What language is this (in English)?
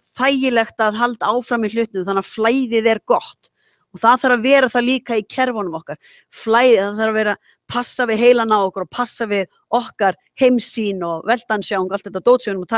Icelandic